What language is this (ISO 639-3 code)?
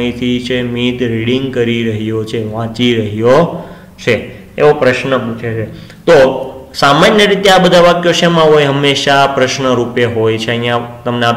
guj